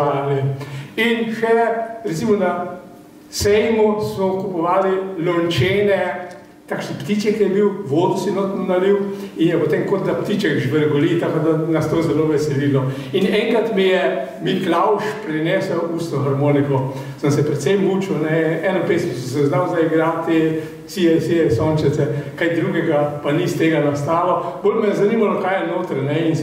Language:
Slovenian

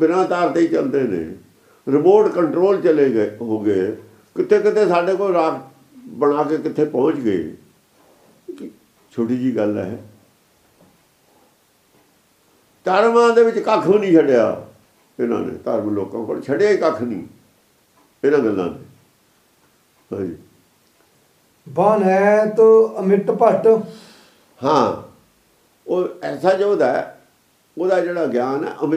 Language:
Punjabi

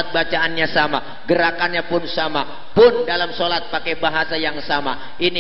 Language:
Betawi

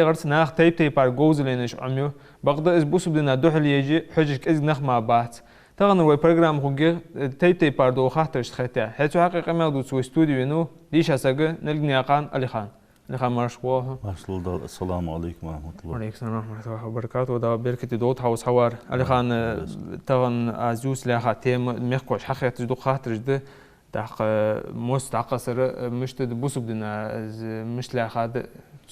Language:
Ingush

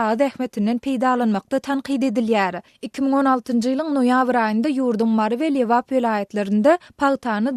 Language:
Turkmen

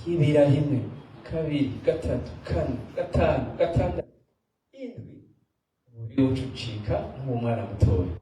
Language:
Rundi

